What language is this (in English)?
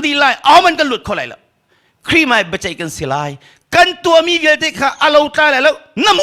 Hakha Chin